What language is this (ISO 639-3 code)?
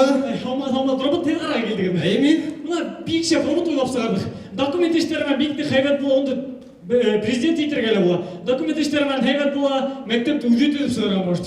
bak